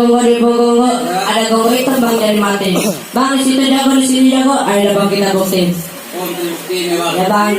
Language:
Betawi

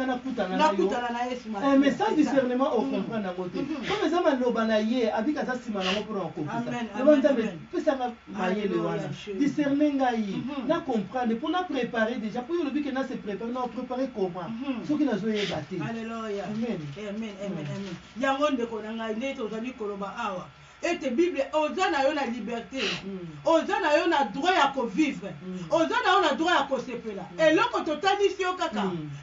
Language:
Lingala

